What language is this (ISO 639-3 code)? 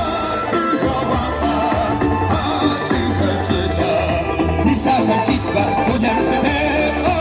kbd